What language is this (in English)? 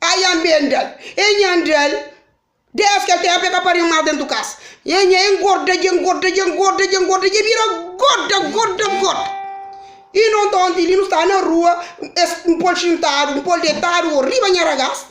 Kabuverdianu